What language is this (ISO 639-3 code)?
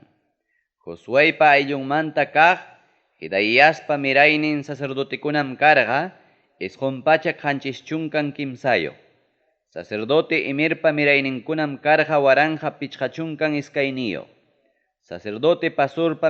quy